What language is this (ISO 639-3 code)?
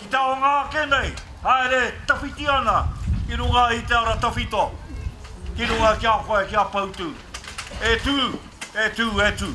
mri